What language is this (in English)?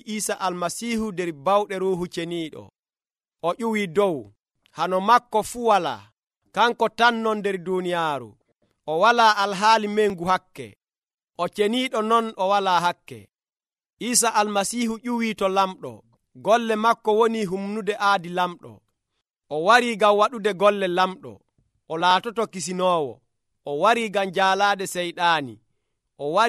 Nigerian Fulfulde